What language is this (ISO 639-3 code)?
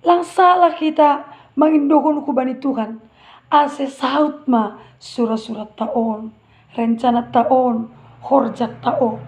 bts